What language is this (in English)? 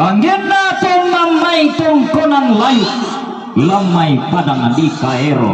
Toraja-Sa'dan